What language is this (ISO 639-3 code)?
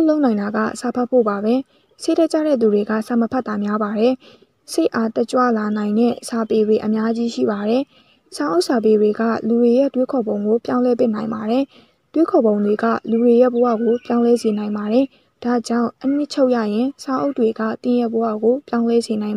mya